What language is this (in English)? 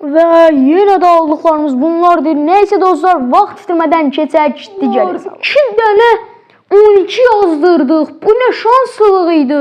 Azerbaijani